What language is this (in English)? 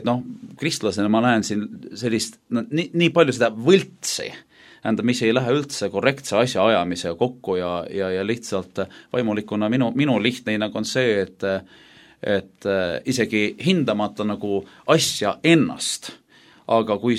Estonian